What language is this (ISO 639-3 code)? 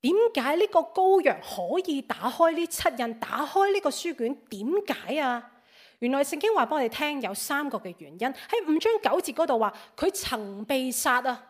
yue